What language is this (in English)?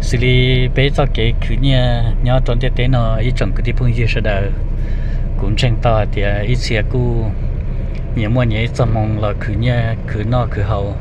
Hmong